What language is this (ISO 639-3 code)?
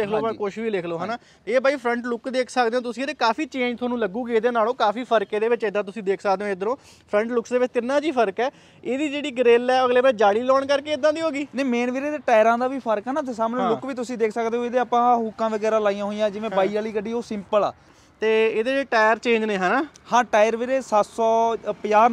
pan